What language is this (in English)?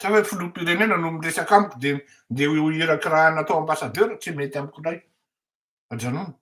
Malagasy